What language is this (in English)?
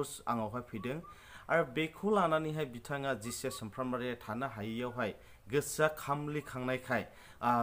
Bodo